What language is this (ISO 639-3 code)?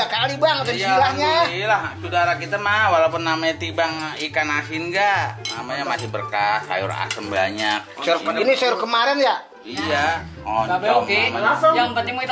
bew